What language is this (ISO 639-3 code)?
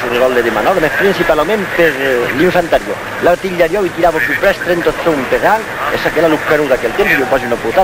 oci